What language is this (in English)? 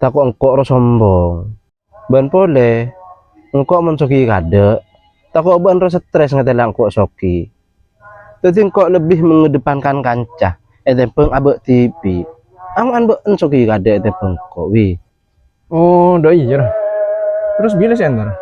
Madurese